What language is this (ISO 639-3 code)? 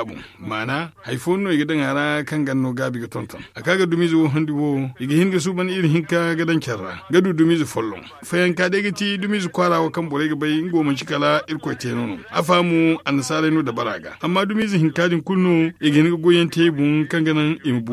dje